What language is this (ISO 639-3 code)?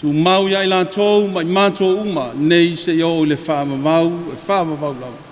smo